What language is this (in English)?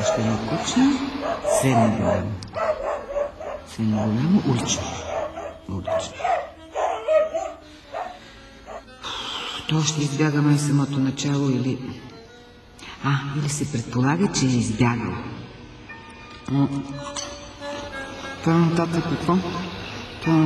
Bulgarian